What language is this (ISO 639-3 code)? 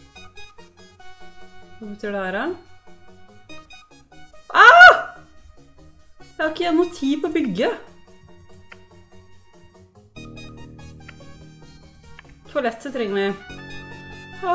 nor